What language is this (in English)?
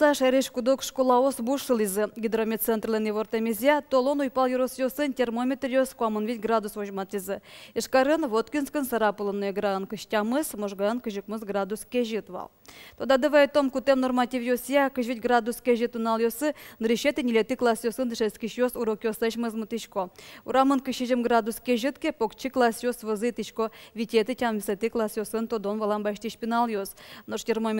Udmurt